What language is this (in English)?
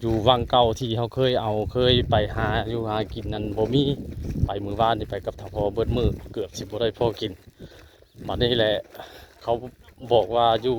Northeastern Thai